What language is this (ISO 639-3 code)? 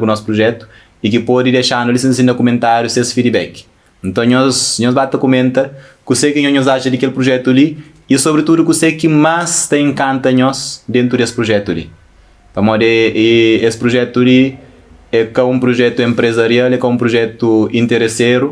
kea